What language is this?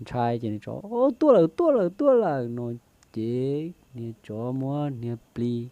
Hmong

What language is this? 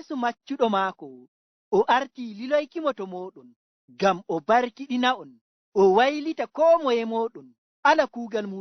Fula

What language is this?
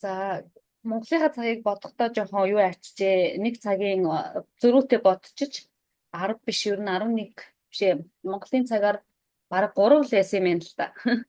Mongolian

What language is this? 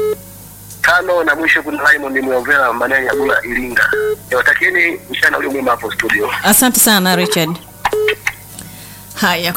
Swahili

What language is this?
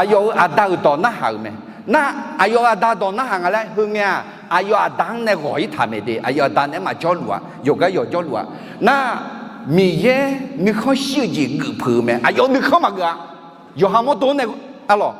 Akha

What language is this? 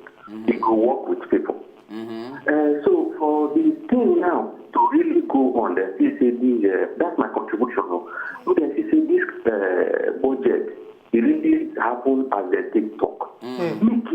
Nigerian Pidgin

